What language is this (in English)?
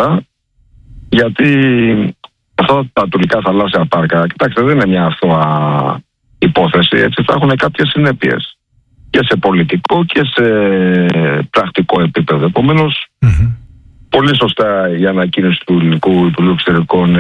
Greek